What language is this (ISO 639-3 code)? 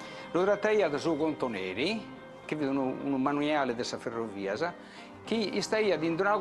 srd